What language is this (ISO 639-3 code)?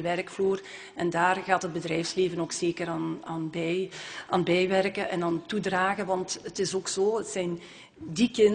nld